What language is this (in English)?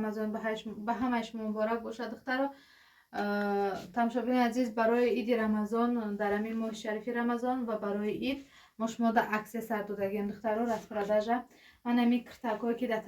Tajik